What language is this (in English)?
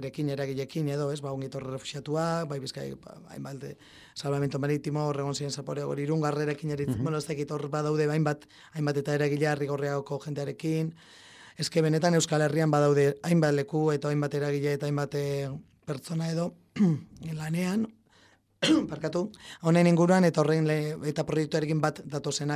Basque